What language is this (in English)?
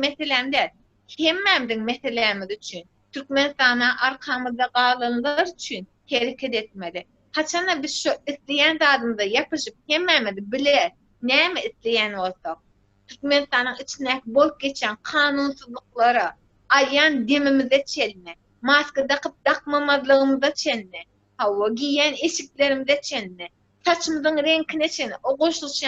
Turkmen